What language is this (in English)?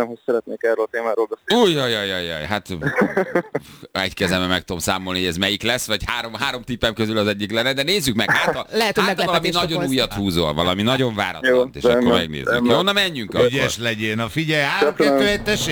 Hungarian